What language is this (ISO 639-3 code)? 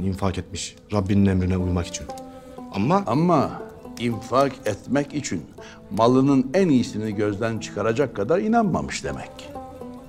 tur